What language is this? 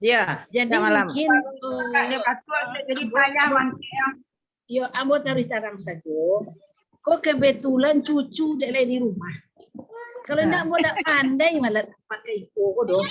Minangkabau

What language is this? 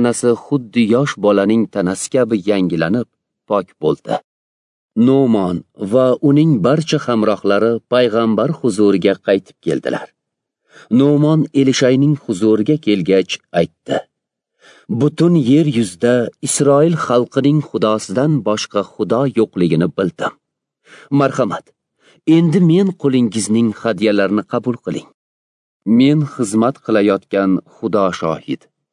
Uzbek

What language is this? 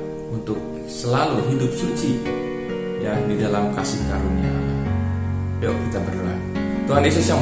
Indonesian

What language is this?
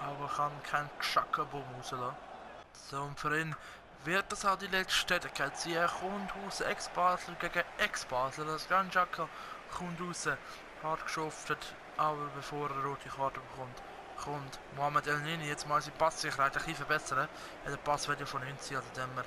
Swiss German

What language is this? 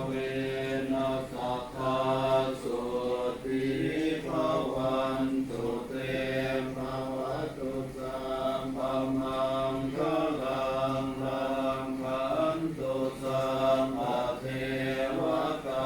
Pali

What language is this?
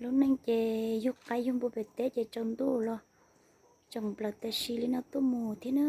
Hmong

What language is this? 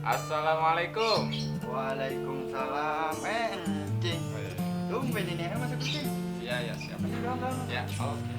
Betawi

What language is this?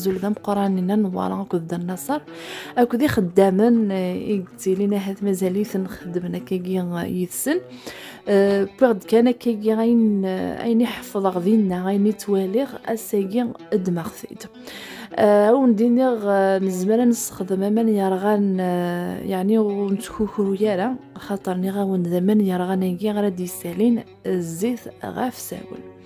Kabyle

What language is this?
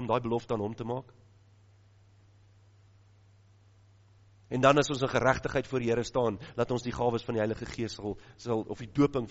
Afrikaans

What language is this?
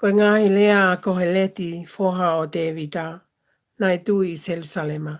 Tongan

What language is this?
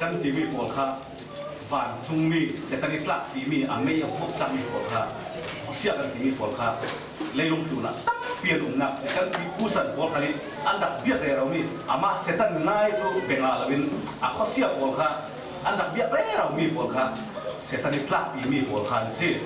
Falam Chin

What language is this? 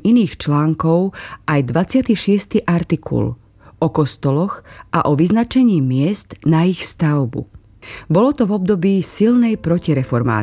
Slovak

